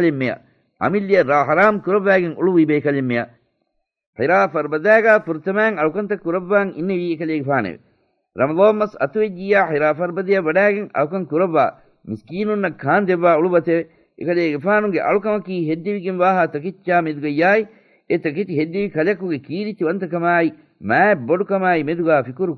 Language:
Divehi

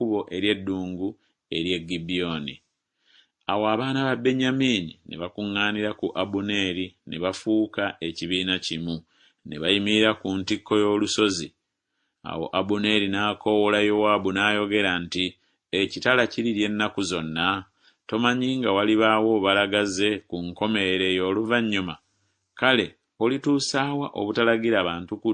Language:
Ganda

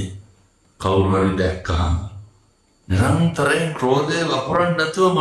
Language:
Sinhala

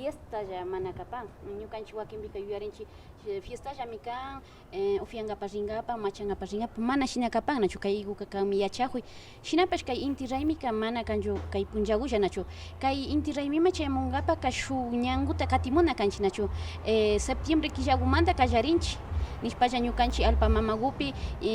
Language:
Imbabura Highland Quichua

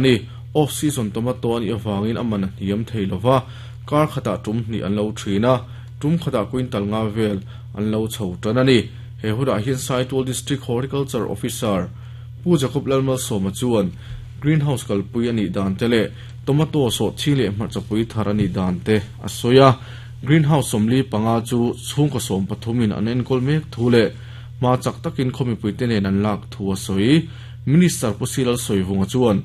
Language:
Mizo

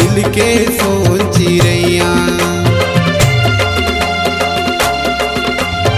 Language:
Chhattisgarhi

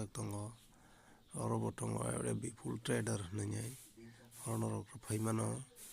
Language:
Kok Borok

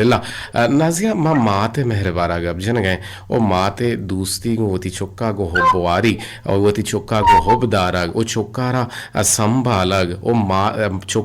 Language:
Eastern Balochi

